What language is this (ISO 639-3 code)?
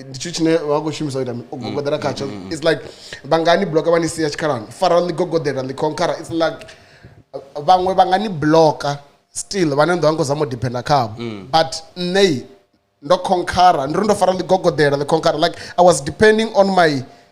ven